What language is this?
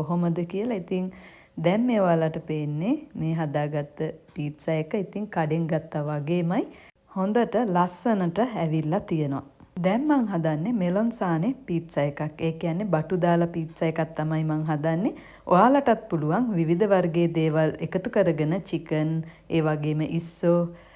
Sinhala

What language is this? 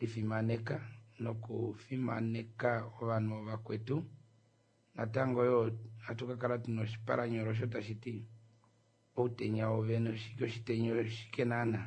Kuanyama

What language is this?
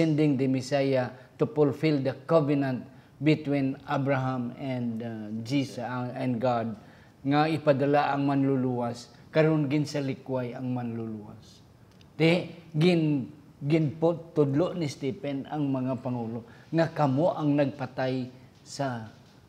Hiligaynon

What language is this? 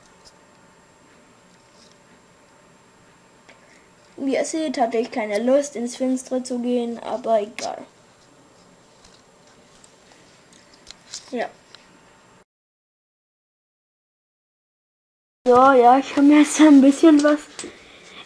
German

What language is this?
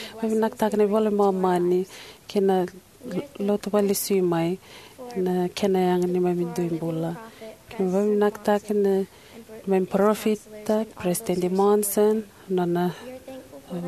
Fijian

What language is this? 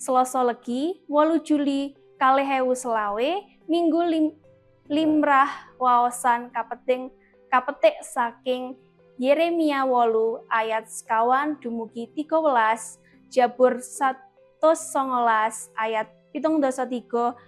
Javanese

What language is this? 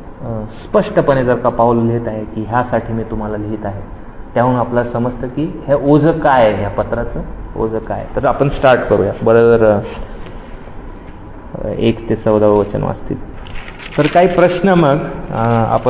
Marathi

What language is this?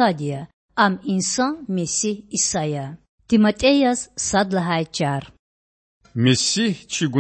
Lezghian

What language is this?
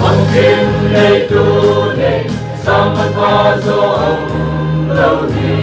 Paite Chin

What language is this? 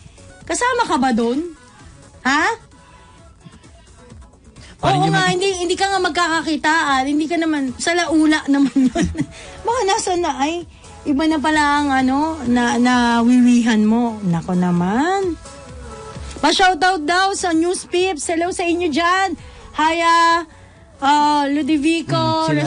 Filipino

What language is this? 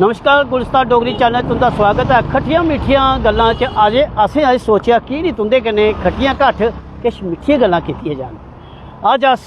Dogri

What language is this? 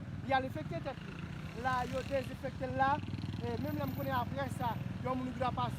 Haitian Creole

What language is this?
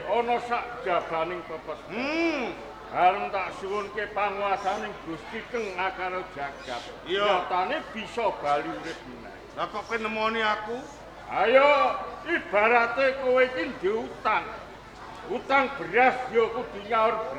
Javanese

